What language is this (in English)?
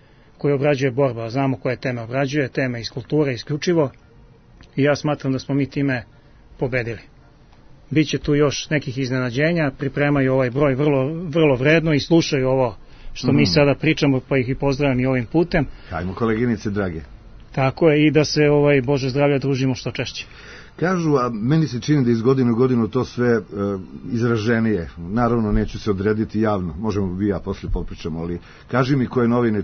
Serbian